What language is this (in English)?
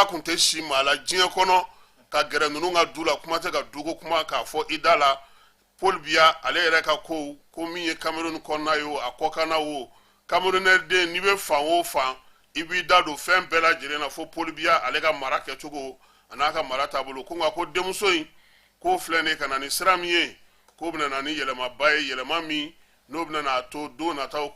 Bambara